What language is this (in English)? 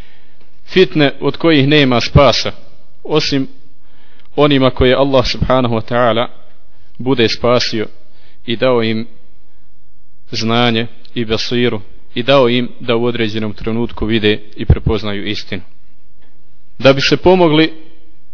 Bosnian